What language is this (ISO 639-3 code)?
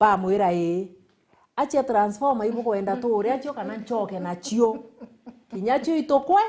mer